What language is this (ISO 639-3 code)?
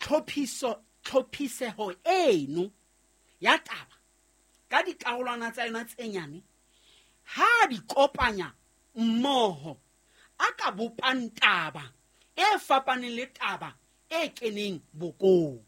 sot